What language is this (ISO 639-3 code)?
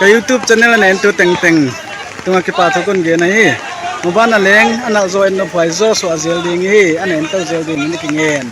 pck